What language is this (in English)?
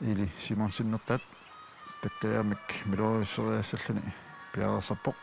Kalaallisut